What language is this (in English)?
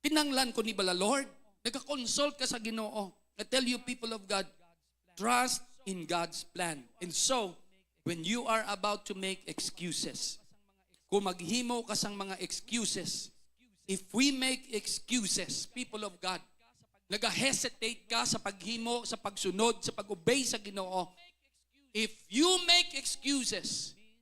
Hiligaynon